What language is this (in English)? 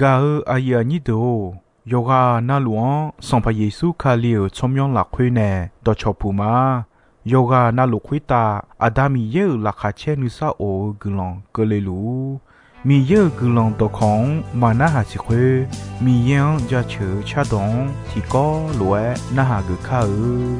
Akha